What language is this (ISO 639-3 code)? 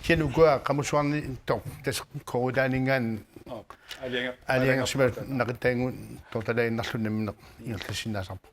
kal